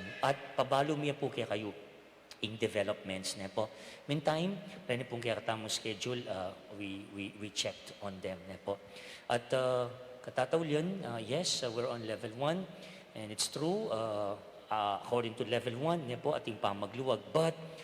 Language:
Pampanga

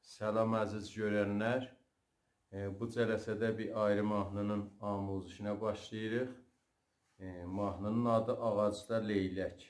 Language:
South Azerbaijani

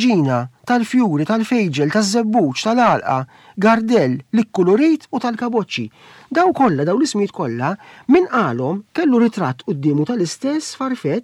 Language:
Maltese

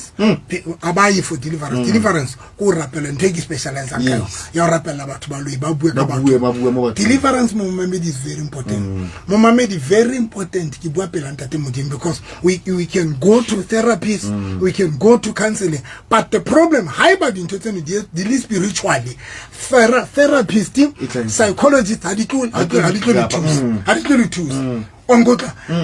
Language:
Southern Sotho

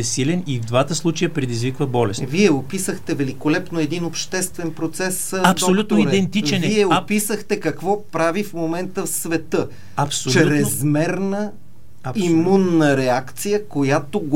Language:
Bulgarian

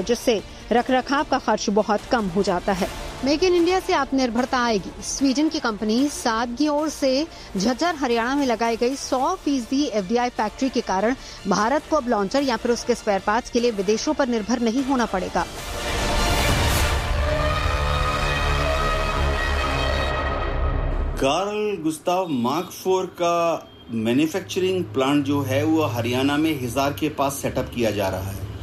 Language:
Hindi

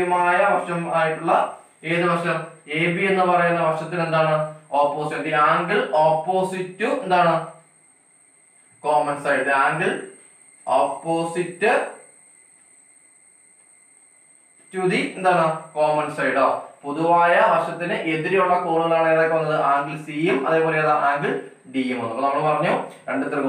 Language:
Malayalam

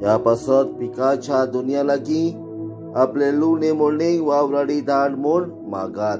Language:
Konkani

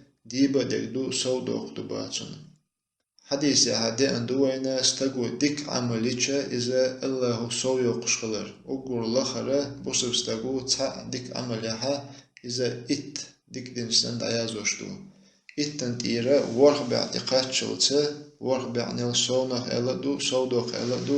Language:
Chechen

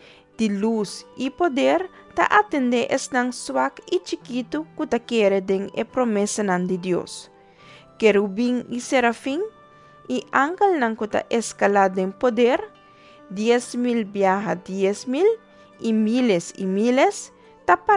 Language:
Papiamento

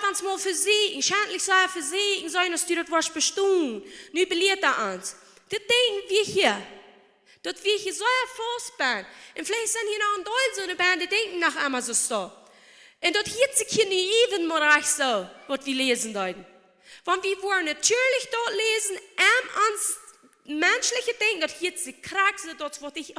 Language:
Plautdietsch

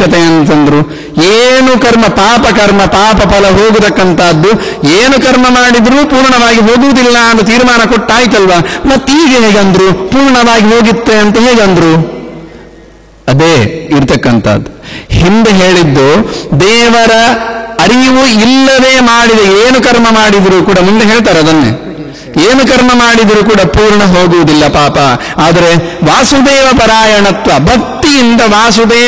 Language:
Kannada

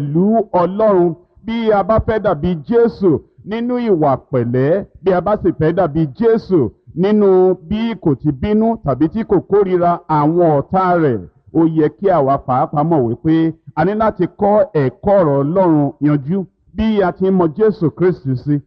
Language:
Yoruba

